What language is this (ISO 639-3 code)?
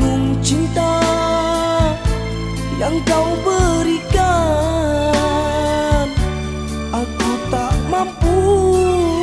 msa